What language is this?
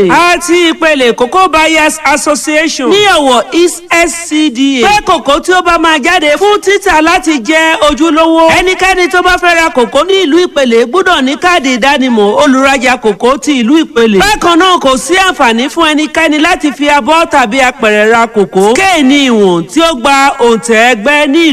Yoruba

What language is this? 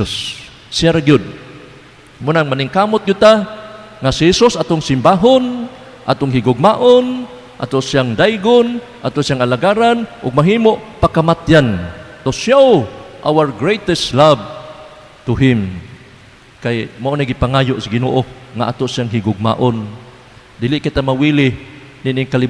Cebuano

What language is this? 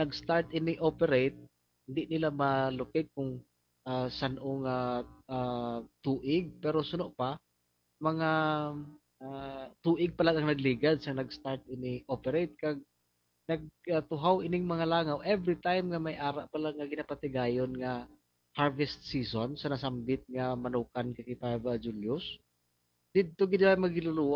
Hiligaynon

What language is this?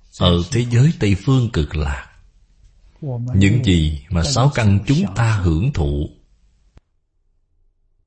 Vietnamese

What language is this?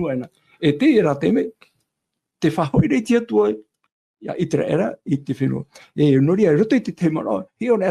Tahitian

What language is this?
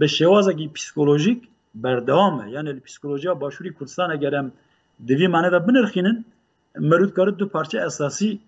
Kurdish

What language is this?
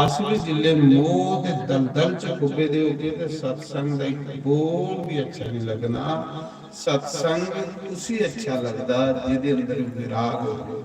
Dogri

